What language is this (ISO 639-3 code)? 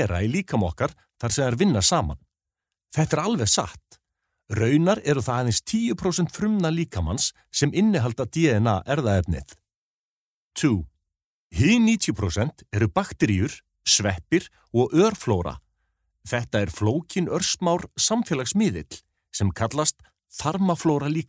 isl